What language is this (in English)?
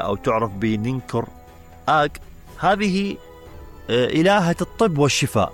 Mesopotamian Arabic